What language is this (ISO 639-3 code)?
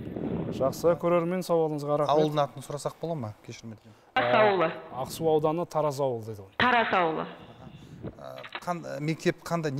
kaz